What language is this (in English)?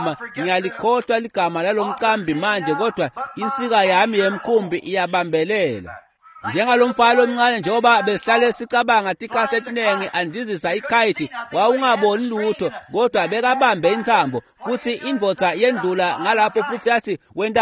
Swati